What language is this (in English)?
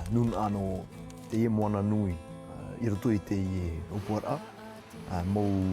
Tahitian